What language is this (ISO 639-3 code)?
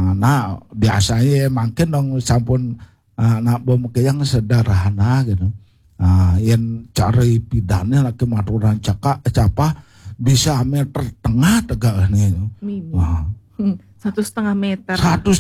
ban